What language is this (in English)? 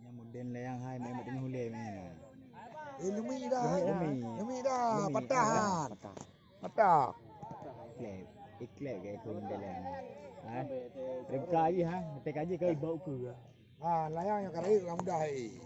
Achinese